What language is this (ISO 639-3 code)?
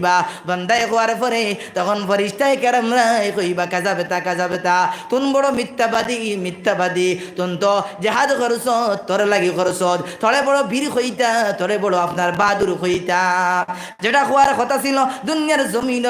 syl